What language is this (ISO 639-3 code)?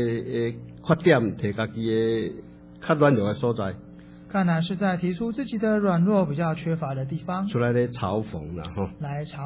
nan